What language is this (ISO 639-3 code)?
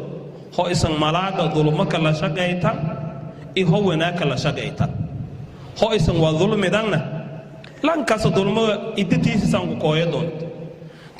som